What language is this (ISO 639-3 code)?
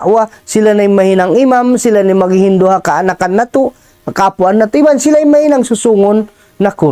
tsg